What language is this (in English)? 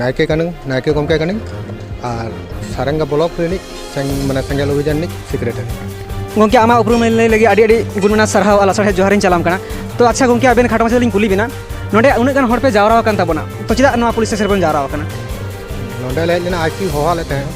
Santali